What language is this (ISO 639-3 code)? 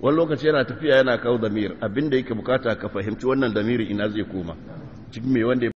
hau